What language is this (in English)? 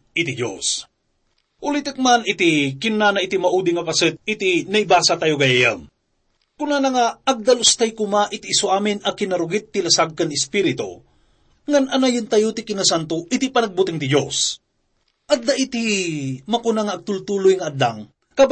Iloko